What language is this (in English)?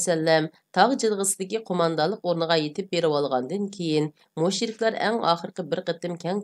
Uyghur